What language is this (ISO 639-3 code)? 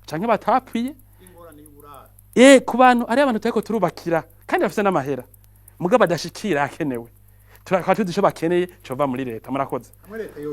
run